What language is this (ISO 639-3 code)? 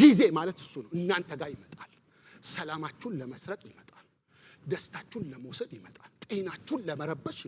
amh